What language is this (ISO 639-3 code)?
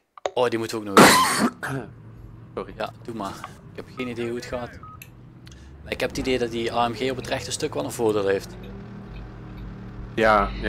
nld